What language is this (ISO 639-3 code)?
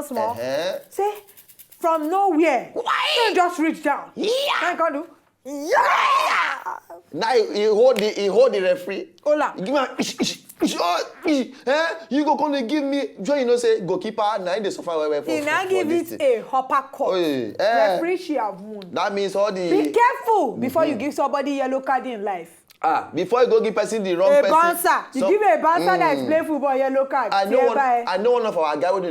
pcm